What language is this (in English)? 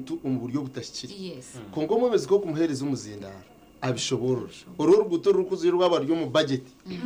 Nyankole